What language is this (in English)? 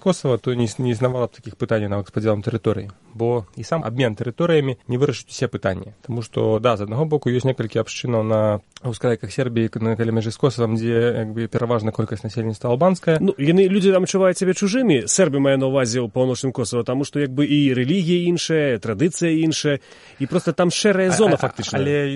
Belarusian